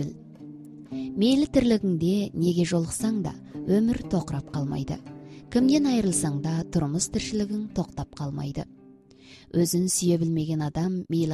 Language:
Kazakh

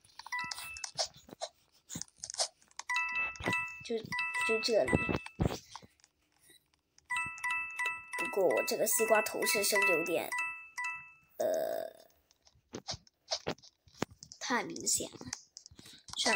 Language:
Chinese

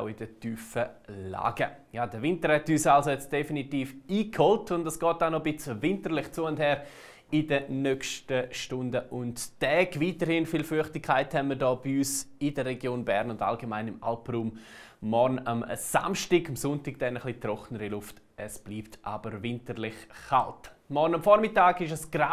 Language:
Swiss German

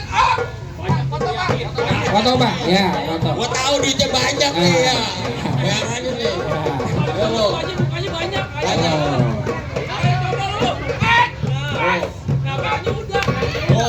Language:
Betawi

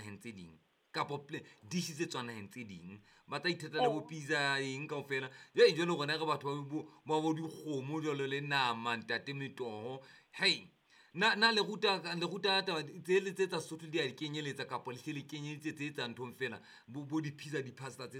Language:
Southern Sotho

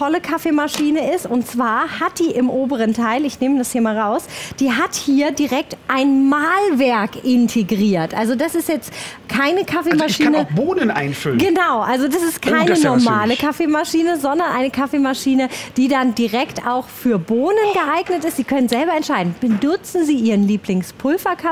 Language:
German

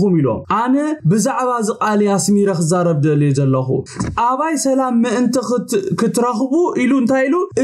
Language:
Tigrinya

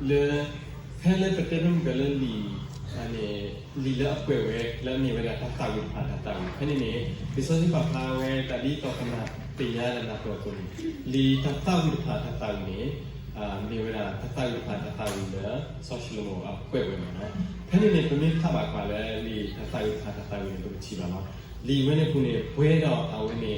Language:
S'gaw Karen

